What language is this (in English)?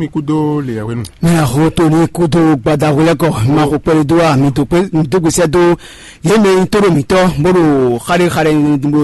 Fon